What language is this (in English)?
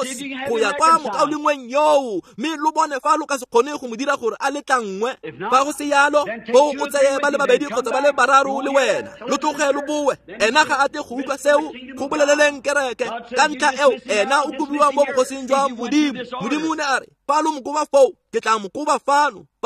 Tswana